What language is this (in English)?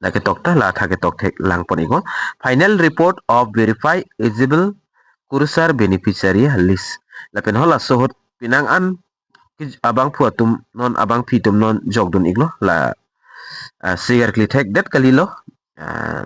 Karbi